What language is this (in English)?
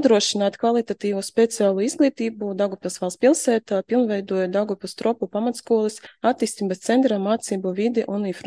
Latvian